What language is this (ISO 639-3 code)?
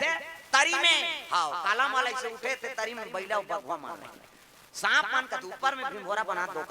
hne